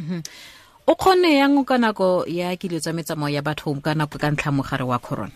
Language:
Tswana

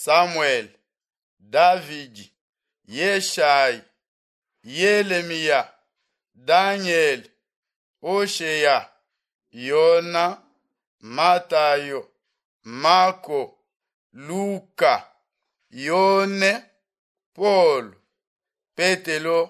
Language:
Luba-Lulua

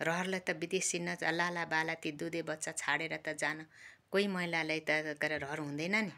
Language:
Nepali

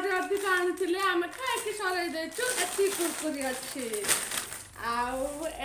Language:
Odia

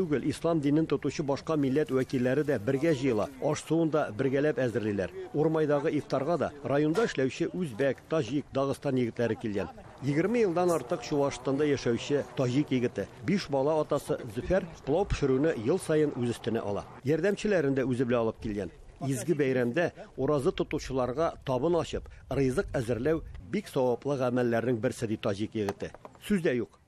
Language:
Tatar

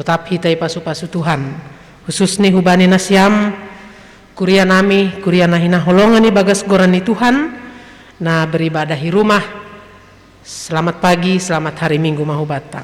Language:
Batak Simalungun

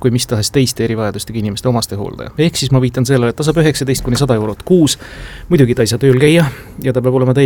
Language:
Estonian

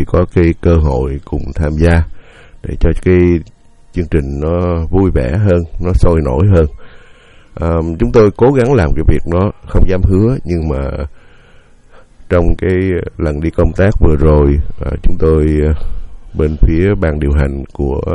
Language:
Vietnamese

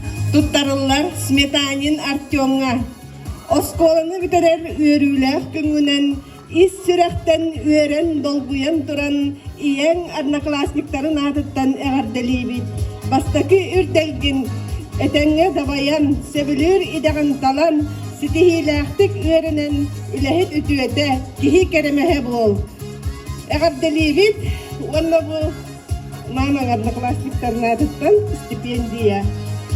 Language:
Yakut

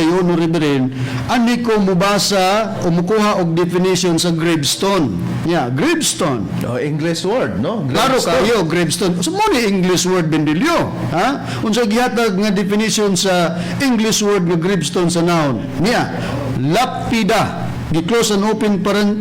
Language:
Cebuano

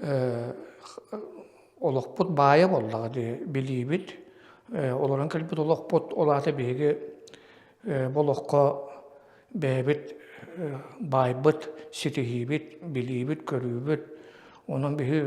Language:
Yakut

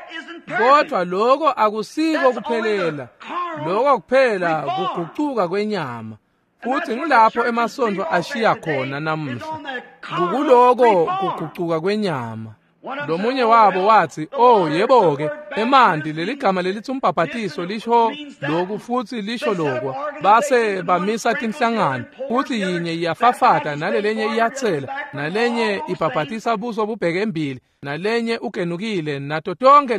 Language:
Swati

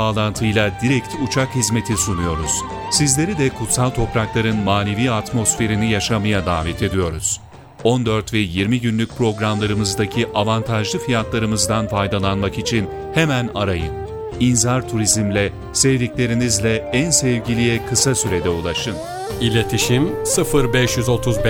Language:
Turkish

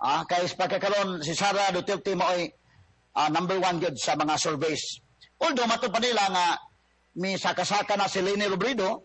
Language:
Cebuano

